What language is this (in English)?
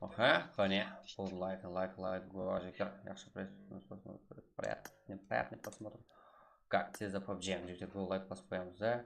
Kara-Kalpak